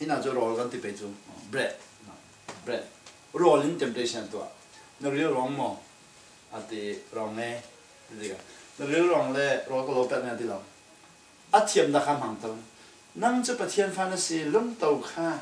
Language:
Falam Chin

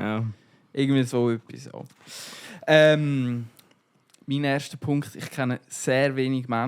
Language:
Swiss German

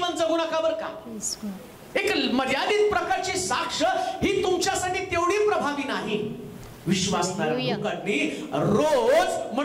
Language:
Marathi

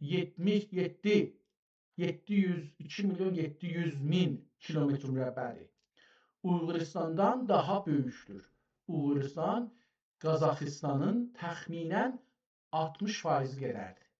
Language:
South Azerbaijani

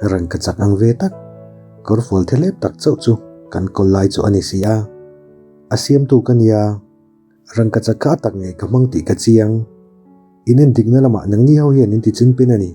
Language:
Mizo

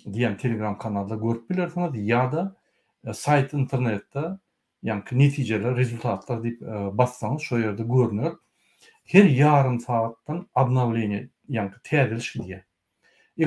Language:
Turkmen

